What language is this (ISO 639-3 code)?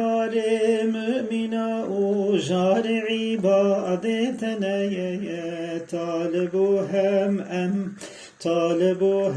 kur